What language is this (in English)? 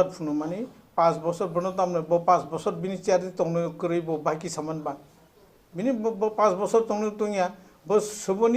Kok Borok